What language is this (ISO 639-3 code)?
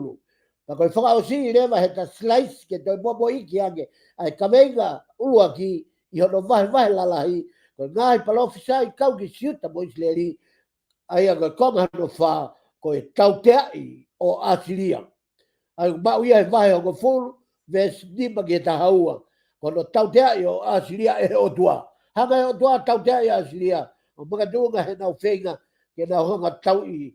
ton